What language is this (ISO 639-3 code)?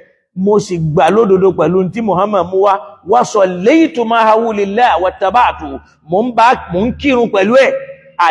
yor